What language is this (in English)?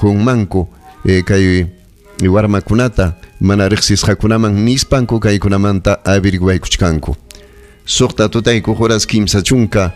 Ayacucho Quechua